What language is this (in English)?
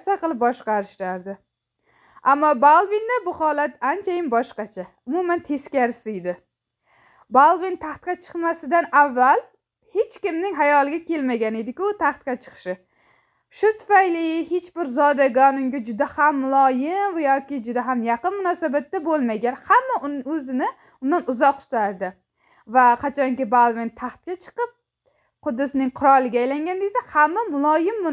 Uzbek